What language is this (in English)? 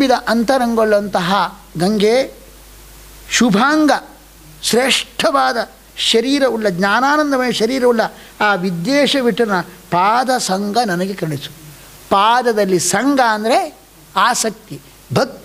Kannada